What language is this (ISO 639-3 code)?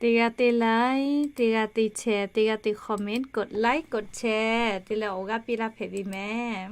lhu